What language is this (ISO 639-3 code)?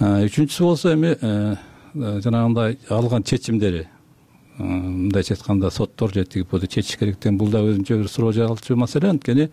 kir